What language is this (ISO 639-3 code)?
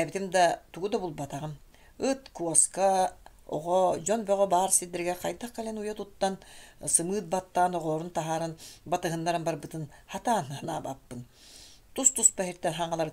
sah